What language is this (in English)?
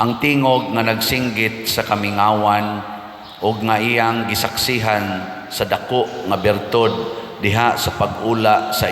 Cebuano